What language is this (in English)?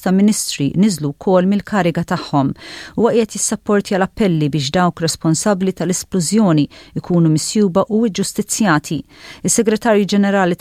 Maltese